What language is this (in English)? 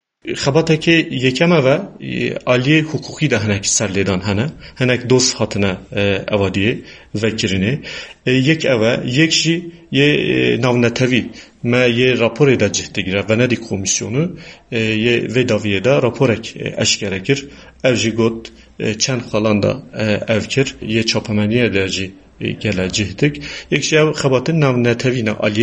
Kurdish